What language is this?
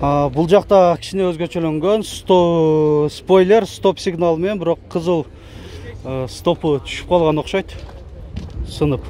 Kyrgyz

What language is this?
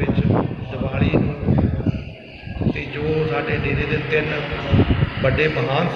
Punjabi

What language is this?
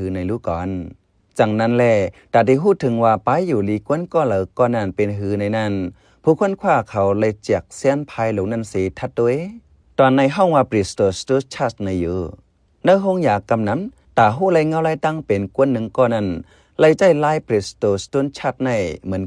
Shan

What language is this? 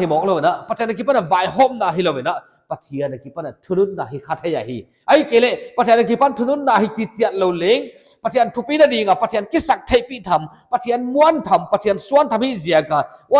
Paite Chin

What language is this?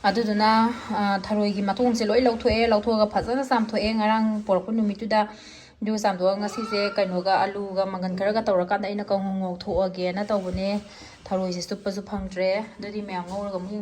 Manipuri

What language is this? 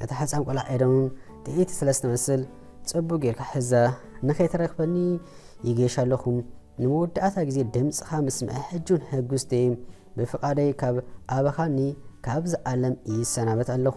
Tigrinya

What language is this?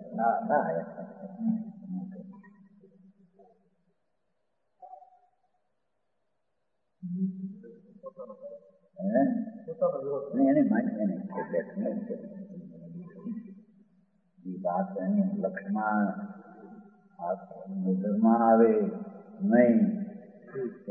Gujarati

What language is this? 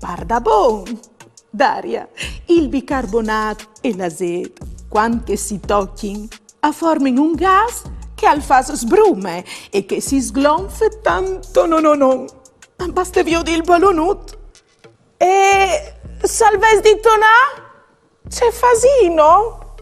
Friulian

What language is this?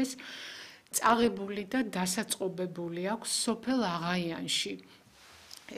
Georgian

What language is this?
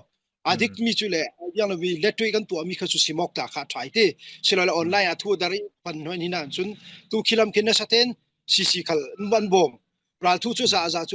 Falam Chin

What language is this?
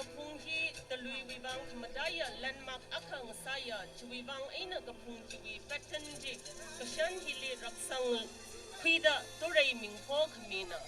Tangkhul Naga (India)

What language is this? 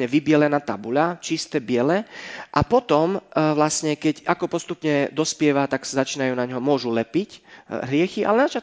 Slovak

